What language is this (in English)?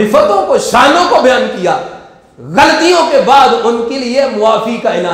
Urdu